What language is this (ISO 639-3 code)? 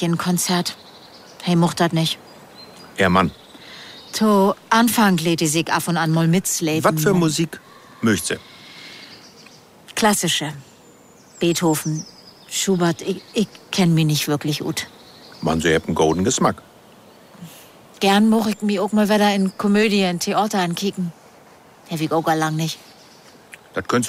deu